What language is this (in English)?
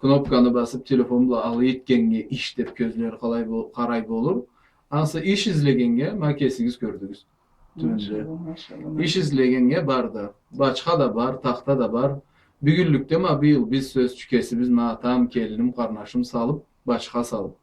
Karachay-Balkar